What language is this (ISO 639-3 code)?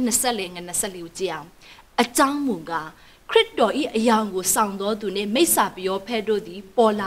mya